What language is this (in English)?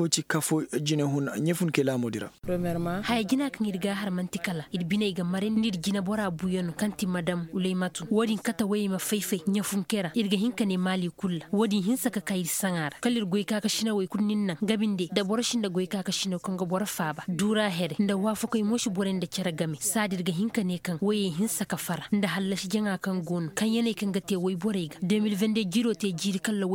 Koyraboro Senni